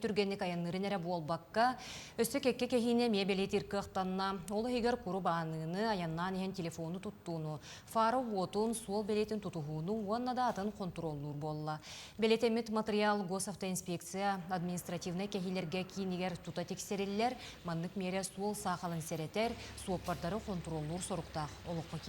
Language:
Yakut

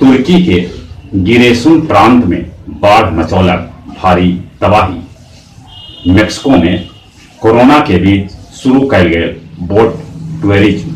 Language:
Magahi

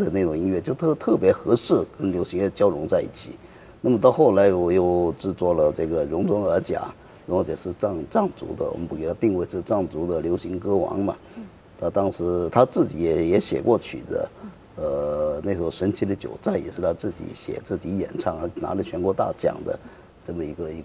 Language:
Chinese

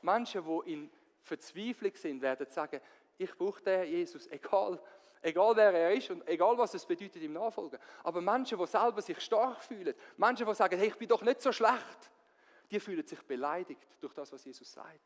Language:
Swiss German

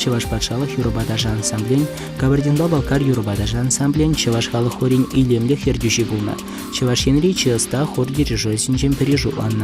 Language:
Chuvash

